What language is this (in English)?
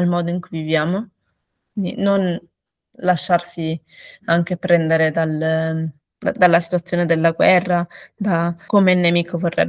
Italian